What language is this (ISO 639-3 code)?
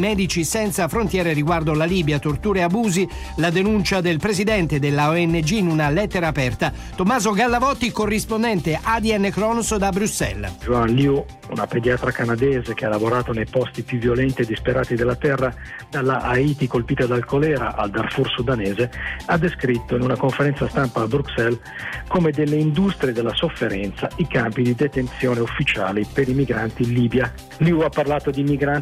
ita